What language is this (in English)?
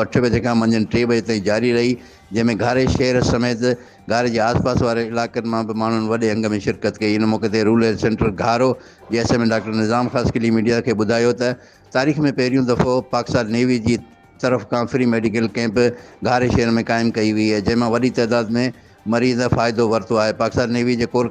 Sindhi